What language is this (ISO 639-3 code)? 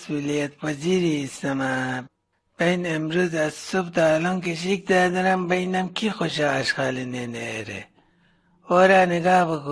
glk